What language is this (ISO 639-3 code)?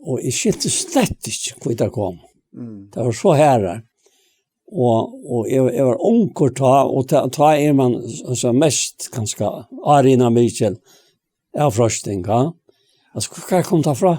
fao